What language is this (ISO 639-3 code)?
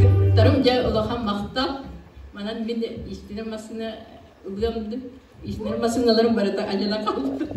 sah